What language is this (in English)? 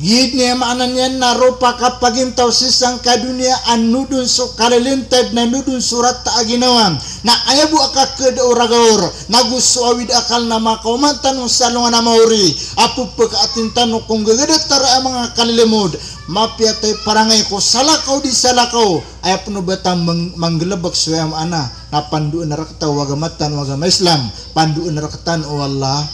Maranao